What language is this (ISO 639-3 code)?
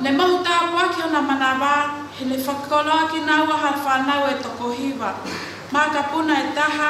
ton